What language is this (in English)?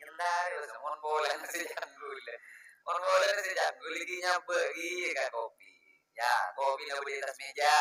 Madurese